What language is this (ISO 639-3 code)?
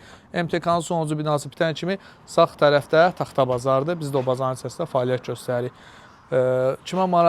aze